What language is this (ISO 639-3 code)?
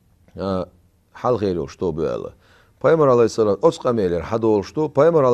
che